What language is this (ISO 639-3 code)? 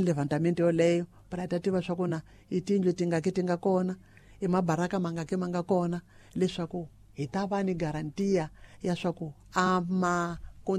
tso